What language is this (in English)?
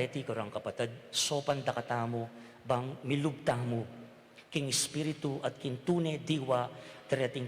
Pampanga